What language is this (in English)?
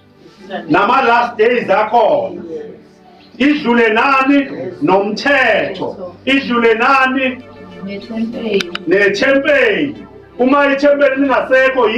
Zulu